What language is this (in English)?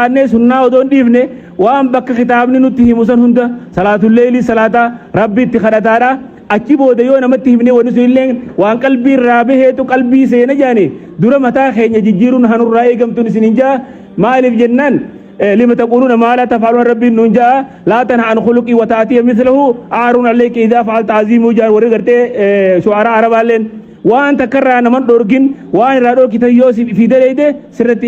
Oromo